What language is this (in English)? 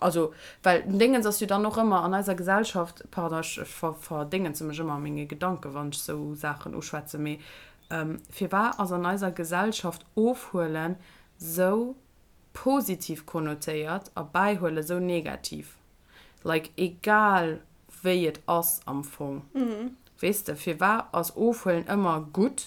Luxembourgish